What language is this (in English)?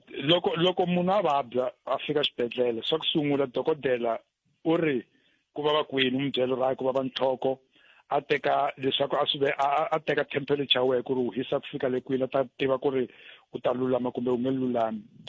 Tsonga